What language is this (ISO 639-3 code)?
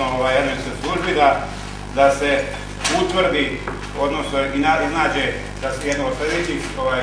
bos